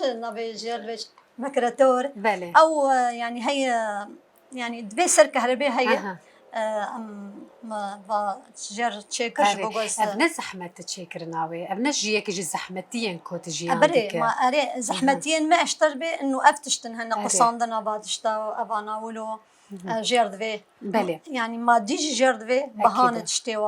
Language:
Kurdish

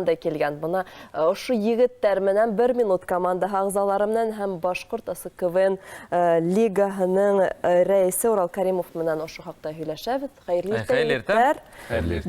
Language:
Bashkir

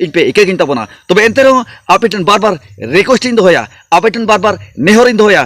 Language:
Santali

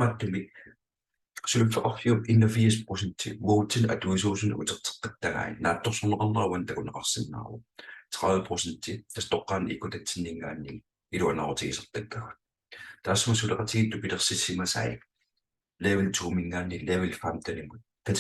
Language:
Kalaallisut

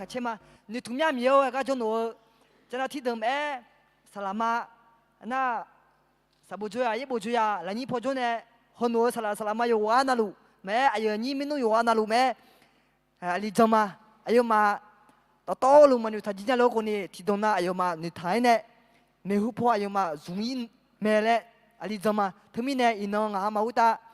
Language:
Akha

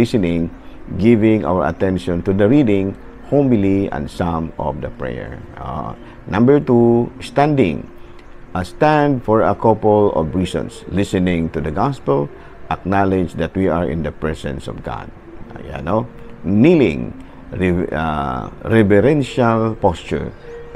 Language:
Cebuano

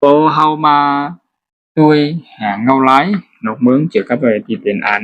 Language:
Shan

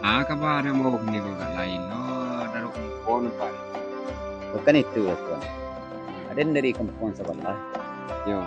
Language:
Minangkabau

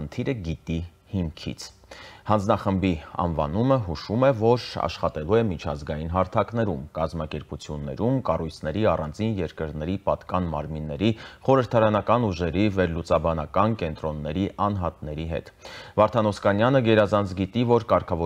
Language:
Armenian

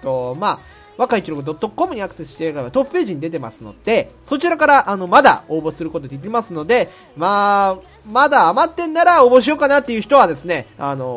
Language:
Japanese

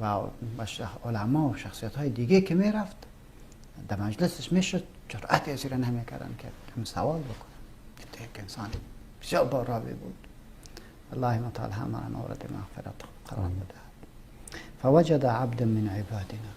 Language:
Persian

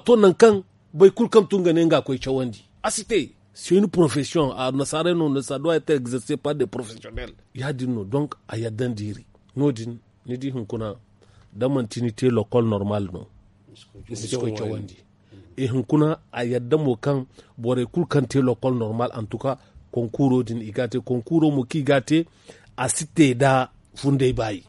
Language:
Zarma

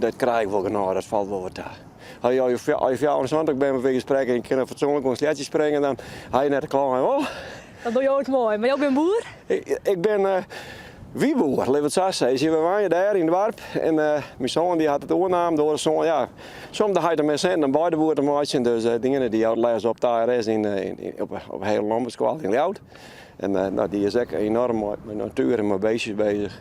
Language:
Western Frisian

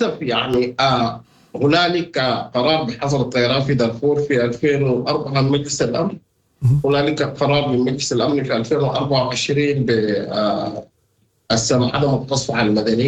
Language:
Sudanese Arabic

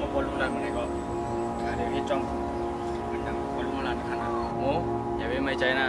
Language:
Shan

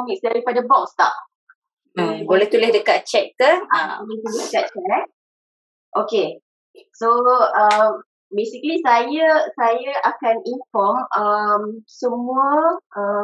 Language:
Malay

